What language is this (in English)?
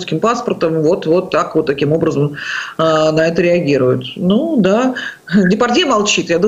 Russian